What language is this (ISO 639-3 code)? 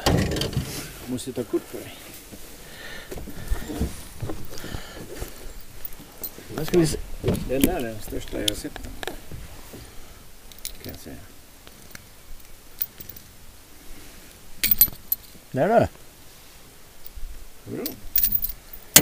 swe